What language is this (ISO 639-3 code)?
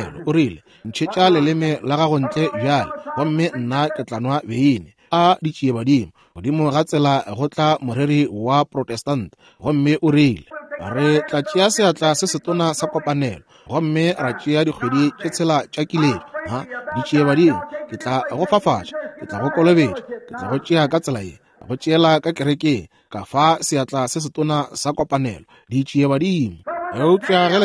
nso